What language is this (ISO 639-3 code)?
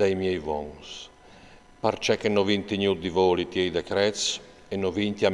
fur